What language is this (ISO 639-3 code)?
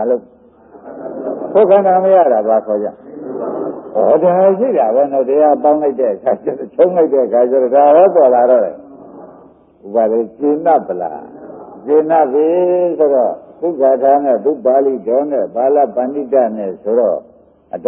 mya